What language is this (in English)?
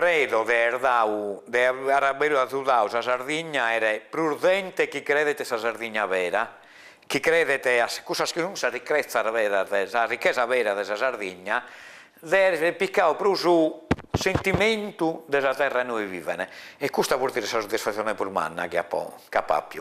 Sardinian